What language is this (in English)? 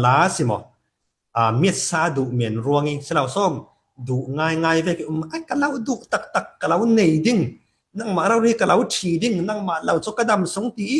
Falam Chin